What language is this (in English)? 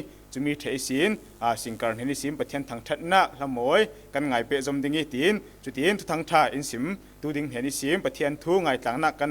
Falam Chin